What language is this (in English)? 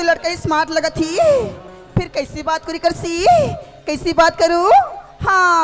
Chhattisgarhi